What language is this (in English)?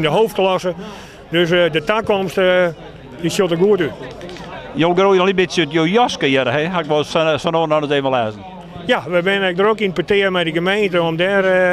Western Frisian